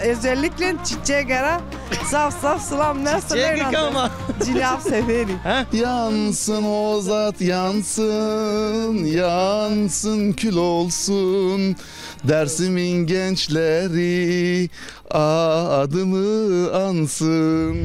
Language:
Zaza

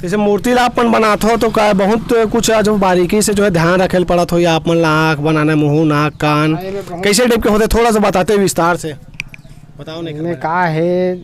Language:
Chhattisgarhi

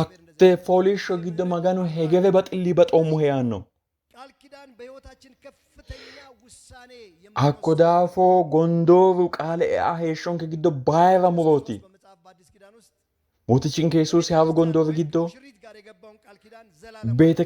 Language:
Sidamo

